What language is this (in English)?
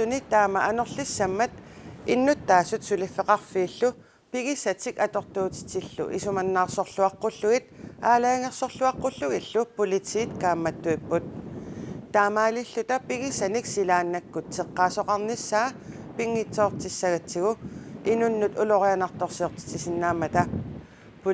Kalaallisut